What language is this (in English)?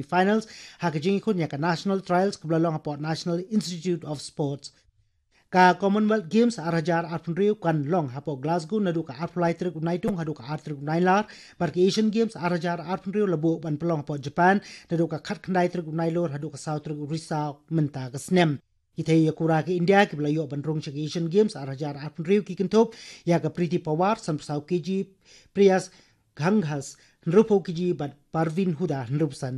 Khasi